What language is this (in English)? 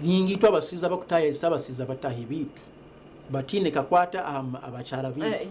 Nyankole